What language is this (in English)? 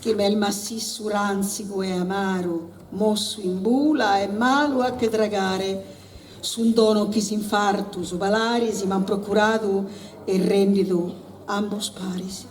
Sardinian